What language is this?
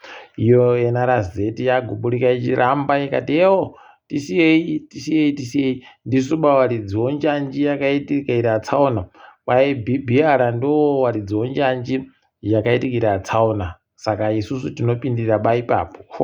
Ndau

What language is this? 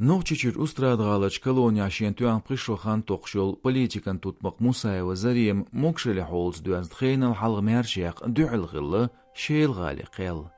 Chechen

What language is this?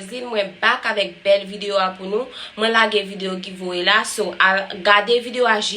Haitian Creole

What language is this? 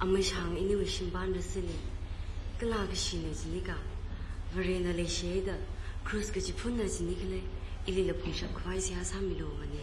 Tangkhul Naga (India)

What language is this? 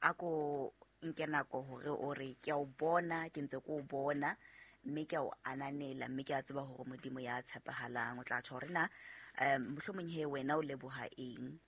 Southern Sotho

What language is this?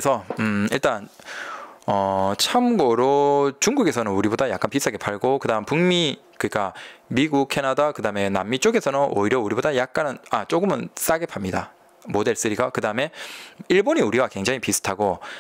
Korean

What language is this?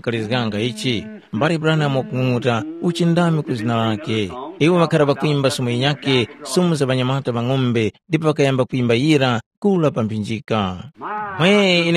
Tumbuka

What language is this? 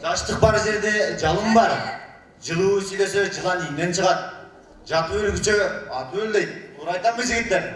Kyrgyz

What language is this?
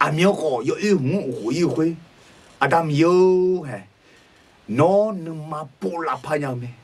Akha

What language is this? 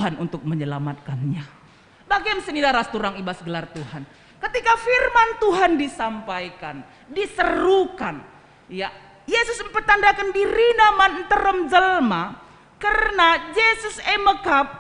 Batak Karo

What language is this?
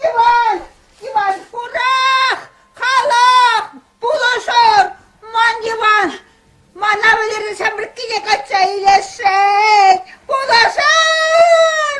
Chuvash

